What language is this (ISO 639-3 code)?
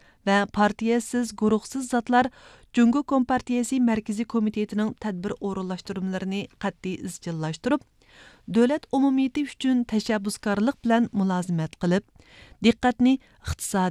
uig